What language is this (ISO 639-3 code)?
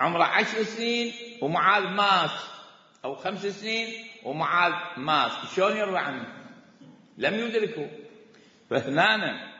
acm